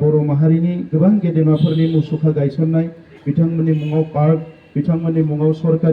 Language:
Bodo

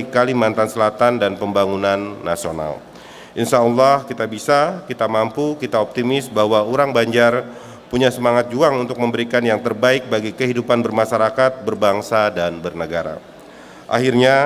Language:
Banjar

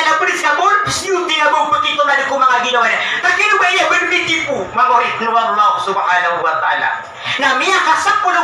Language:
Maranao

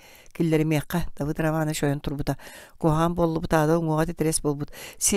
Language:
Yakut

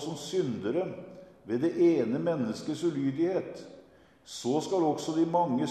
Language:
Norwegian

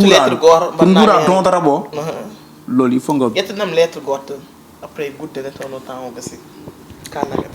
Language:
Fula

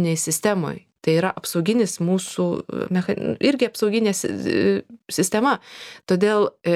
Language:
Lithuanian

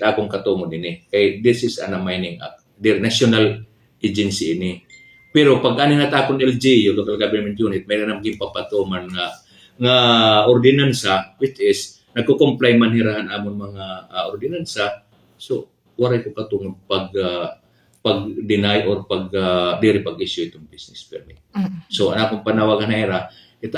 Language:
Waray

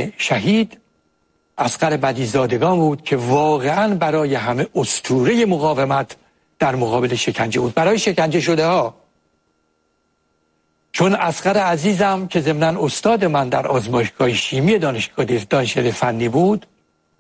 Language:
Persian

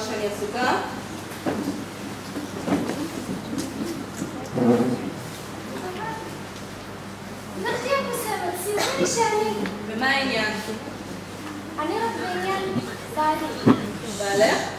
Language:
Hebrew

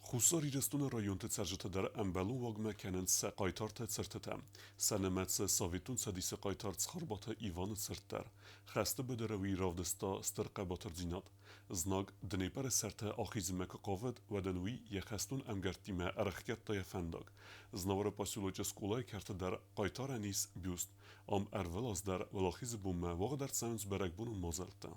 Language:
Ossetic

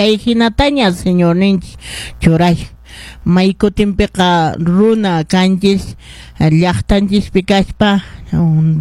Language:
Quechua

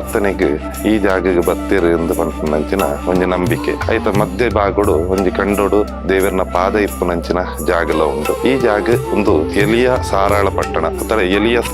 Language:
Tulu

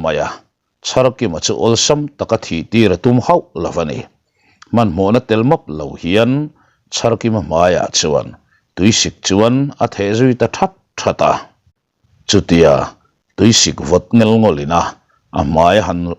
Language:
Mizo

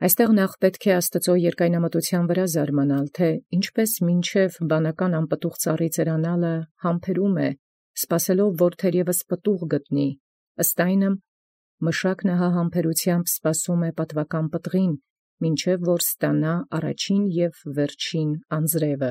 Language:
Armenian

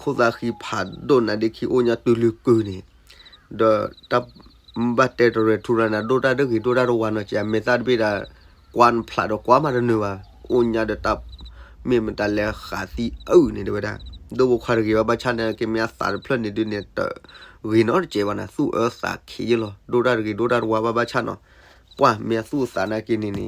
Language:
S'gaw Karen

